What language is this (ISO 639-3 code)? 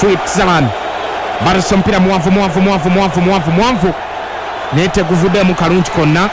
lug